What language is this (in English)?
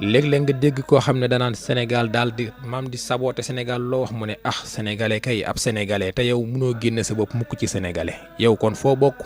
Wolof